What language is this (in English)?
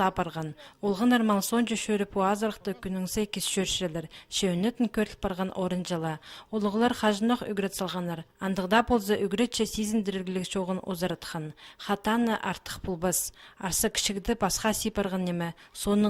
Khakas